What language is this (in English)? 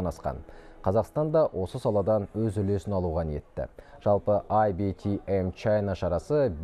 Kazakh